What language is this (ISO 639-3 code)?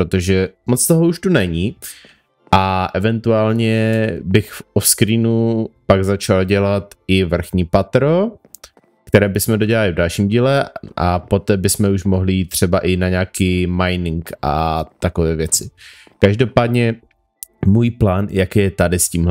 ces